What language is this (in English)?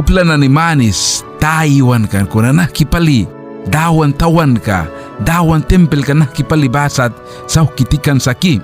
Mískito